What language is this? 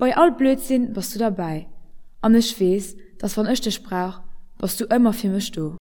Luxembourgish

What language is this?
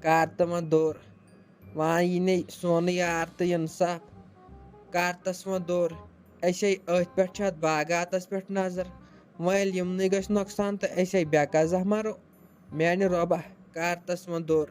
Kashmiri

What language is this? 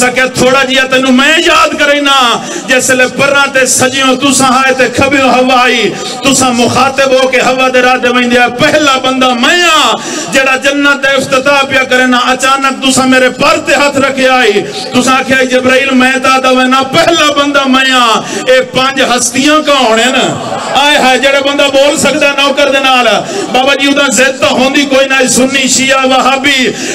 Saraiki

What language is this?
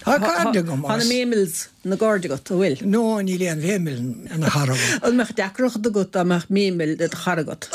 Irish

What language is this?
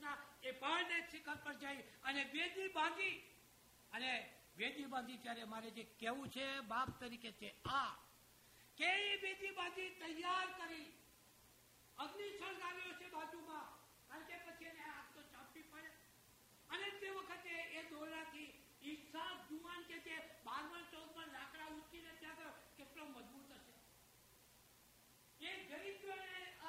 Gujarati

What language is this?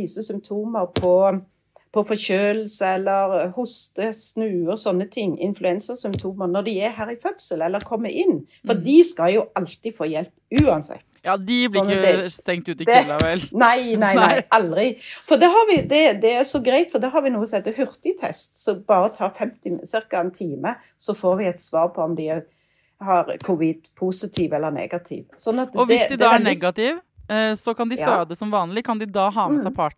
Norwegian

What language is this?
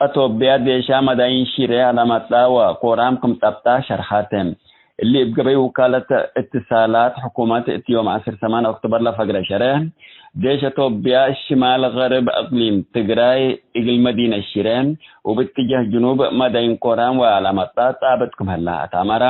Tigre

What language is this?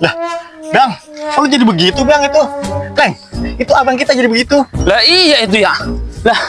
Betawi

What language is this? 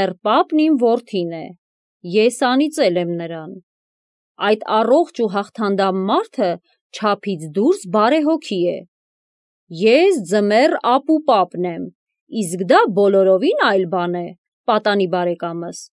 Armenian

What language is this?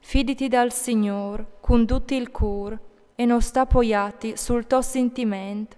Friulian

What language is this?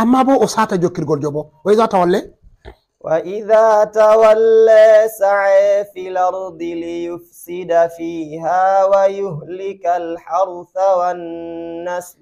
Fula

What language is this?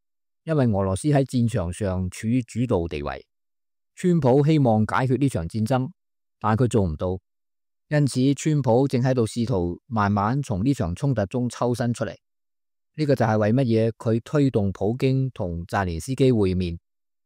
Cantonese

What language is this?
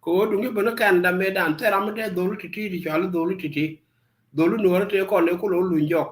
Nuer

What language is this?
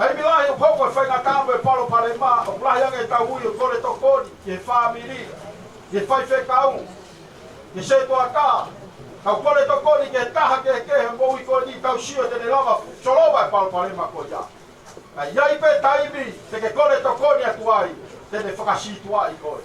Tongan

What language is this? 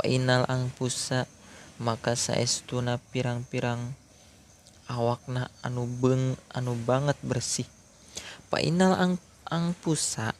Sundanese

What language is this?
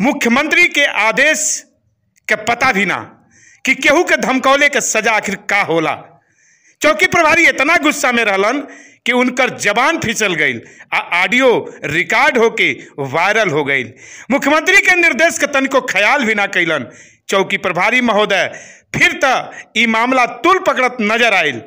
Bhojpuri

